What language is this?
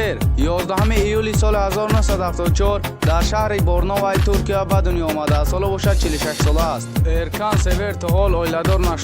Tajik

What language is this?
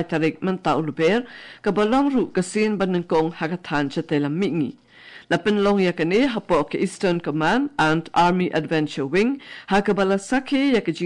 Khasi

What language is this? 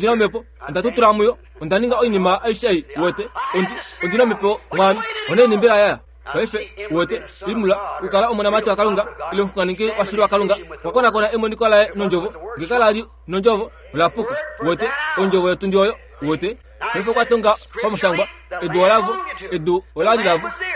Kuanyama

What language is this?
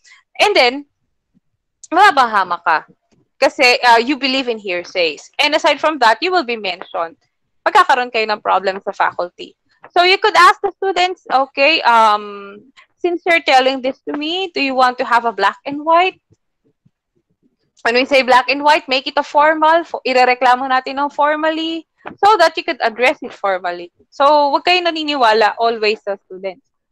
Filipino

